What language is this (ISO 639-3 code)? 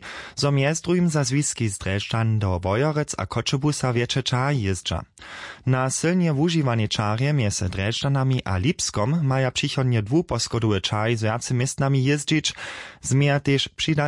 hsb